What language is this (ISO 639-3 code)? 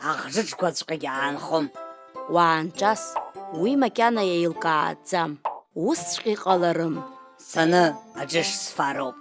abk